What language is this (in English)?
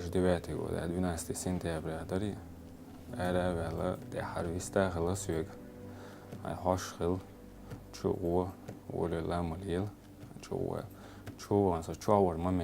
Chechen